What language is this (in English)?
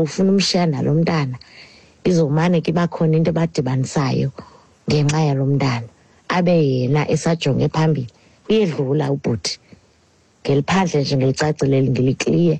Xhosa